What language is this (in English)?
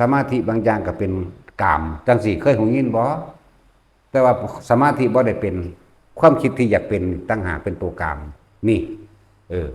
Northeastern Thai